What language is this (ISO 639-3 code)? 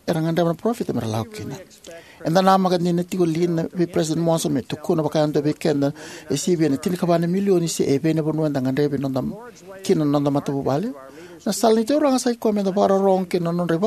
fij